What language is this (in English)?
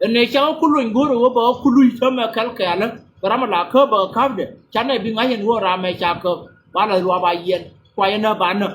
Nuer